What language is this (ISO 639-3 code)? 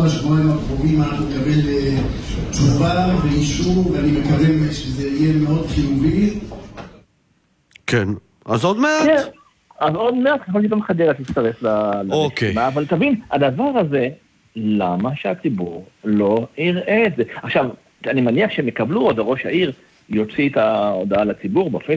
heb